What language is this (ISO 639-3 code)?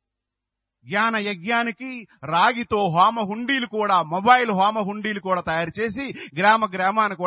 tel